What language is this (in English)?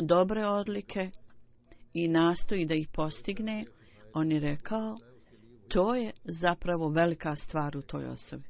Bosnian